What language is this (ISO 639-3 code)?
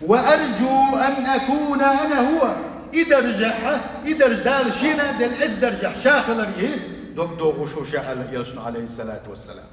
che